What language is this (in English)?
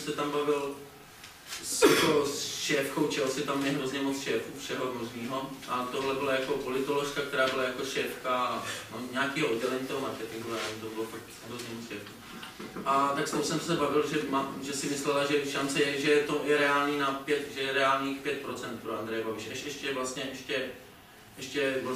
Czech